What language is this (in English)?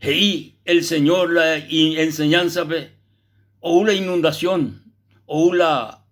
Guarani